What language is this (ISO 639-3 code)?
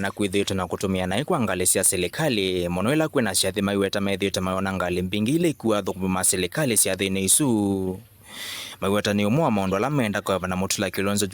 kam